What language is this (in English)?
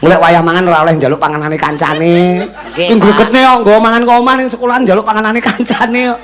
Javanese